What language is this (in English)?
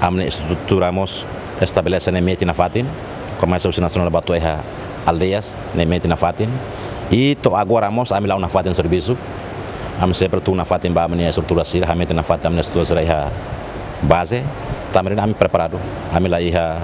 Tetum